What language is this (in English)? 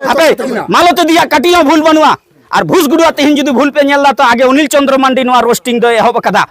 Santali